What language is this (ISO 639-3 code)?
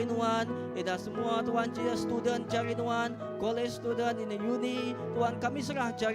iba